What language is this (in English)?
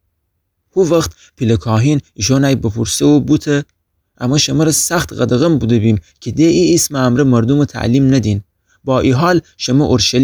Gilaki